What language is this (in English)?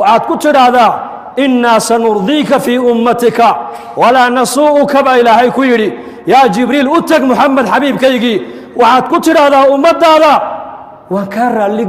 Somali